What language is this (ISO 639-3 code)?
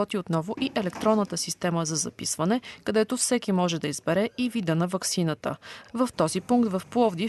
bul